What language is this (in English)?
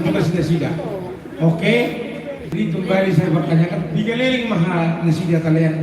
Batak Toba